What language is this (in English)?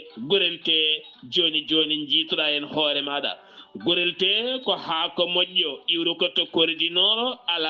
Fula